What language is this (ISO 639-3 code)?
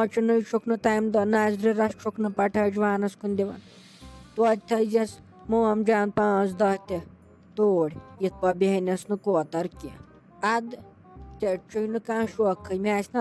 kas